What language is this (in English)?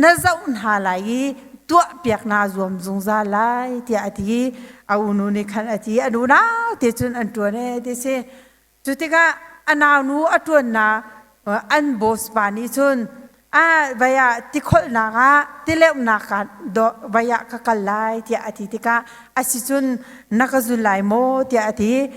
Hakha Chin